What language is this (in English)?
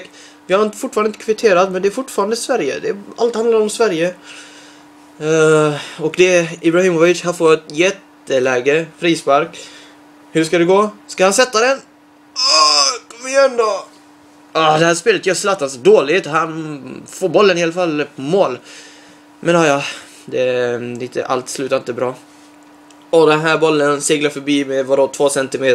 Swedish